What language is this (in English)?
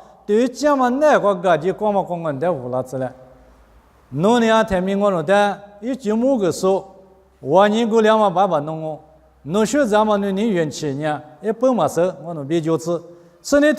Lisu